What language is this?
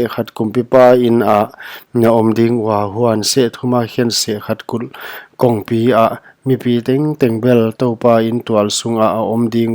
Paite Chin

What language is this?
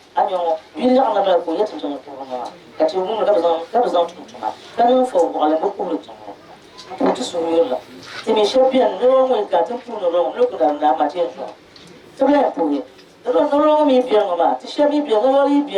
Dagbani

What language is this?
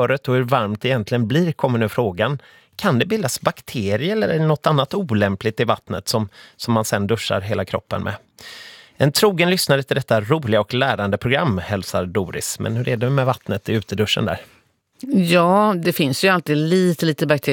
Swedish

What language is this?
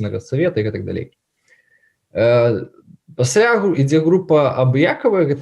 Belarusian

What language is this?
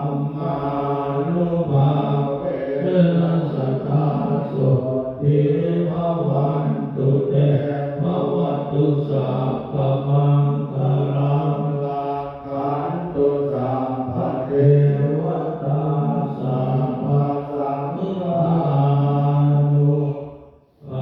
Pali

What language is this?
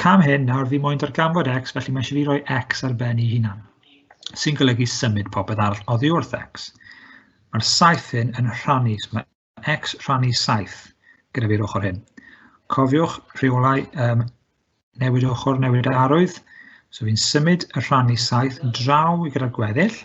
Welsh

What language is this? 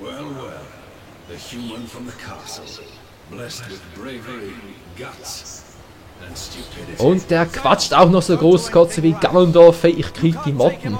Swiss German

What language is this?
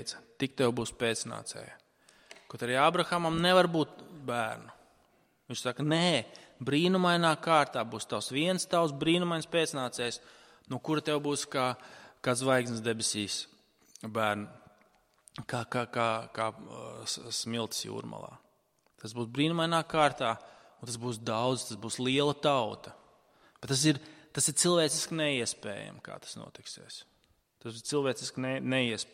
Latvian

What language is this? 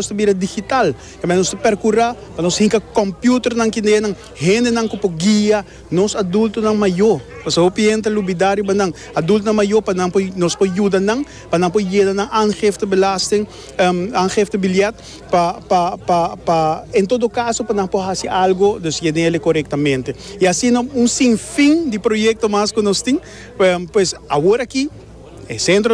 Papiamento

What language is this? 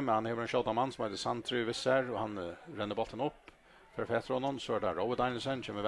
Faroese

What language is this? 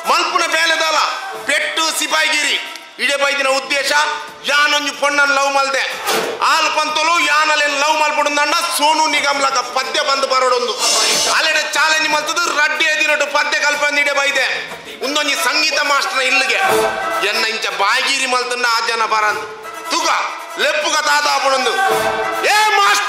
Tulu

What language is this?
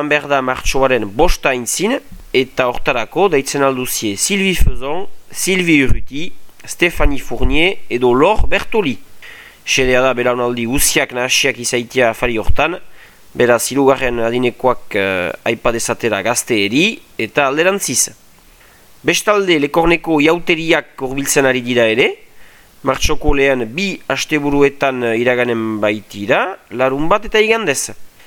Basque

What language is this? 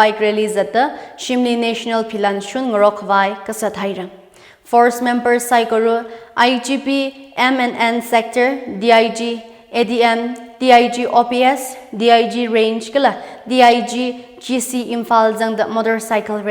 Tangkhul Naga (India)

